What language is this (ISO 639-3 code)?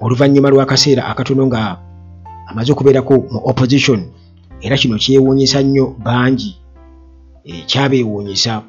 lug